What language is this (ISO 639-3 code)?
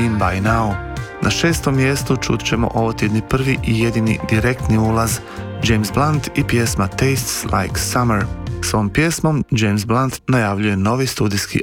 hrv